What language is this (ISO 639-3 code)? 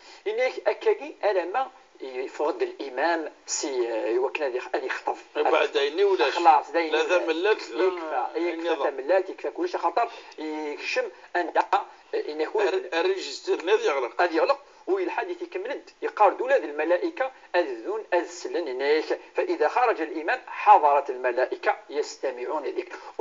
kab